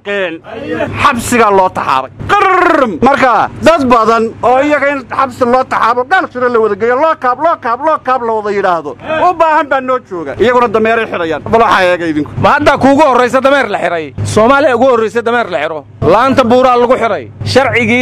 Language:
Somali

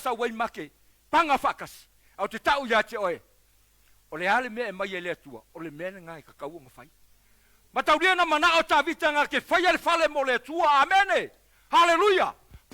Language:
Samoan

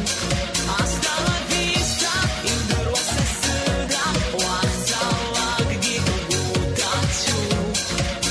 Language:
Abkhazian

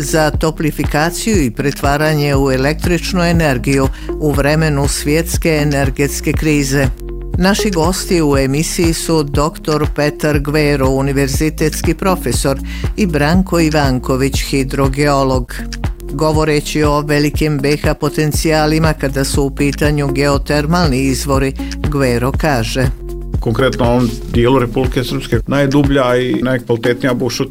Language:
Bosnian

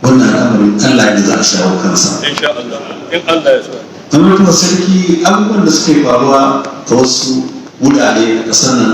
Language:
Hausa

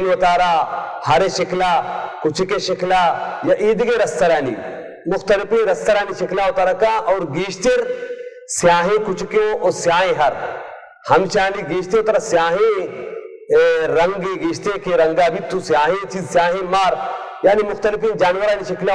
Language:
Baluchi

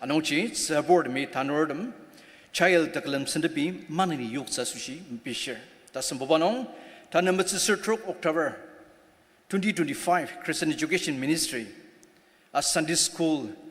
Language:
Ao Naga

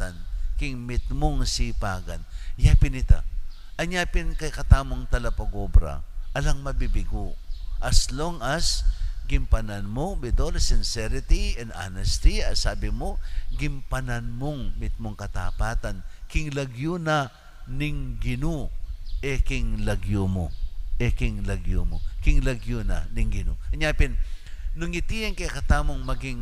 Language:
Pampanga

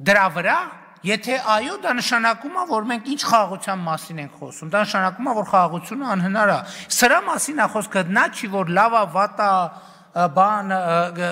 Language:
Armenian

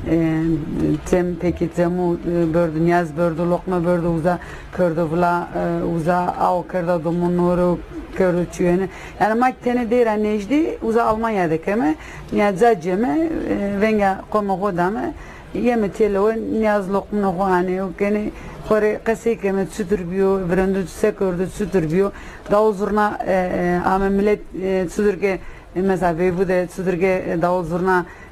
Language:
Zaza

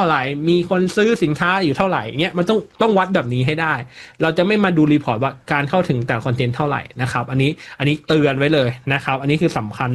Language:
Thai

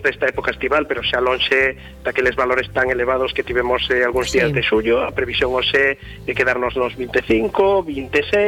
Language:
Galician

